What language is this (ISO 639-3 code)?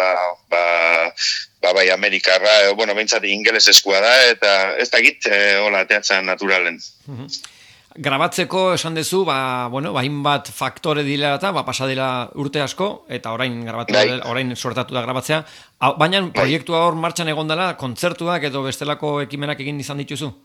eus